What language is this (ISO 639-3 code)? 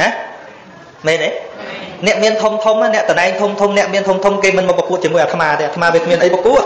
khm